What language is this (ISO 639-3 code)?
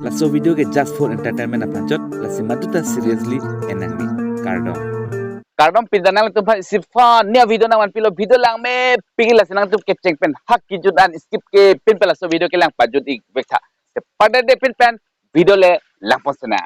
mjw